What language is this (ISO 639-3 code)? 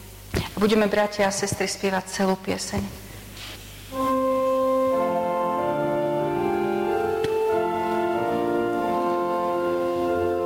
slk